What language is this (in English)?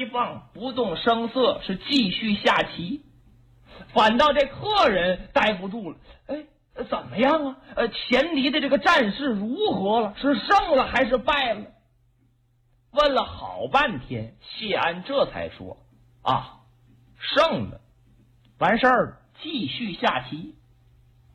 Chinese